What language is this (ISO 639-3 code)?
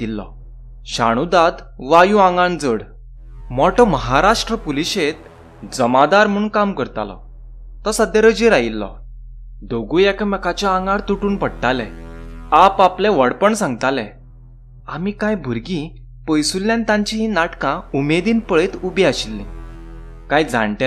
kok